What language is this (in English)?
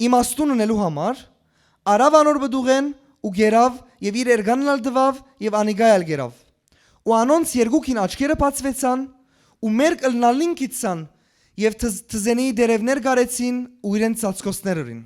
Western Armenian